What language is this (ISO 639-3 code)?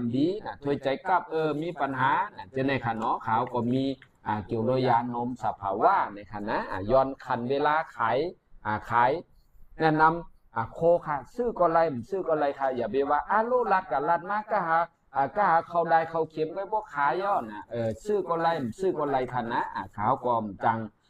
shn